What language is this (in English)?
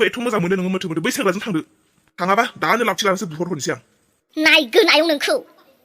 Bodo